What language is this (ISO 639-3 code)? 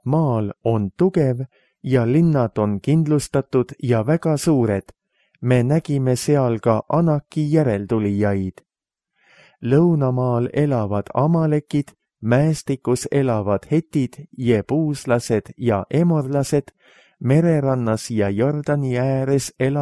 est